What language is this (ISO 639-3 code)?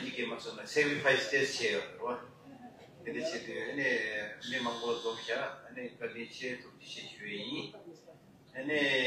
bod